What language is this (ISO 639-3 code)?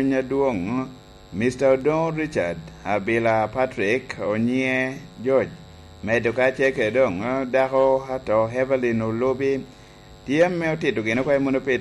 laj